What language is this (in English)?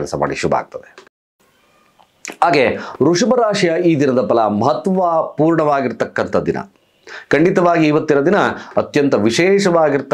Kannada